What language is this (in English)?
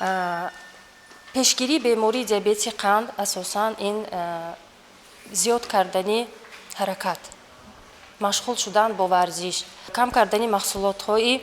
Tajik